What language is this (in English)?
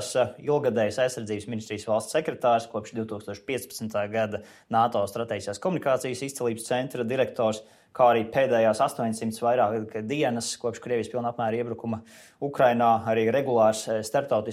Latvian